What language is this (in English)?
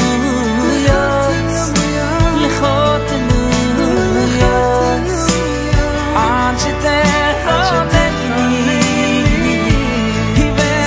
Hebrew